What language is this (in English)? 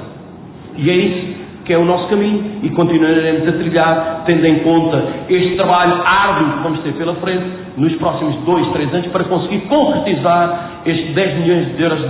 Portuguese